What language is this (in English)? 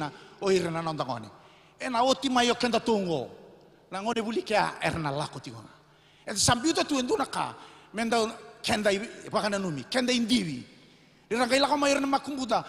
Fijian